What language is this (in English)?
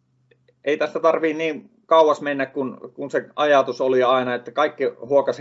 Finnish